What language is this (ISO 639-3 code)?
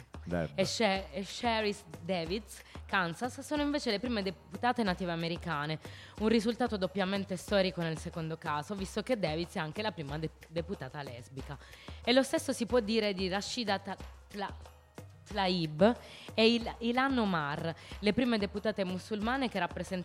ita